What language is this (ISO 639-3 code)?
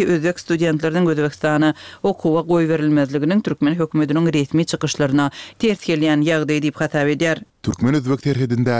tuk